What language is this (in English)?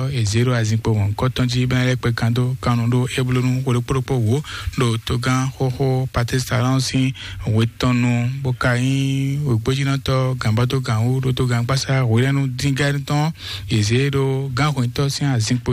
Fon